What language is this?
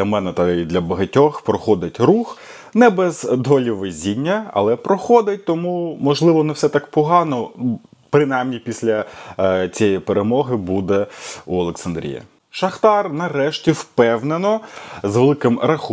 Ukrainian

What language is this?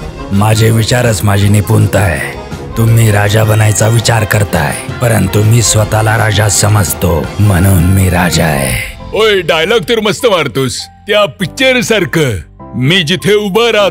Marathi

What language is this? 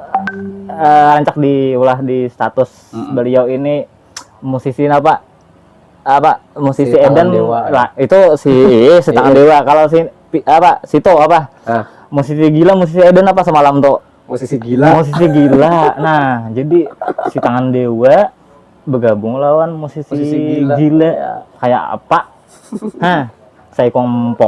Banjar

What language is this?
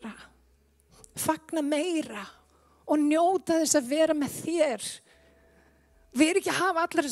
Icelandic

